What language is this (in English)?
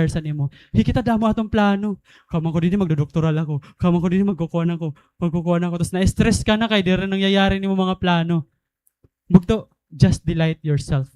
Waray